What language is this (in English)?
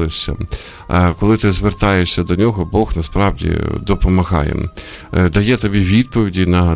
Ukrainian